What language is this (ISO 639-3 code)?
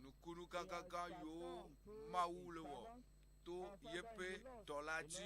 ewe